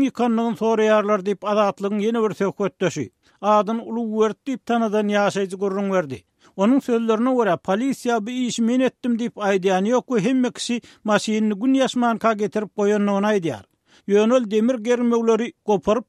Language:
Turkmen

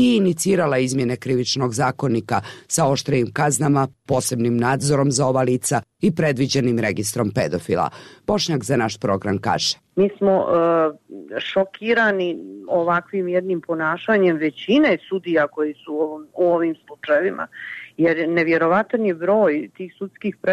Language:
Bosnian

